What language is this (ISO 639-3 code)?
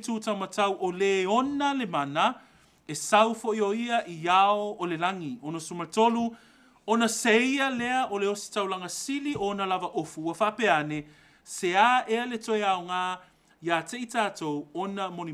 smo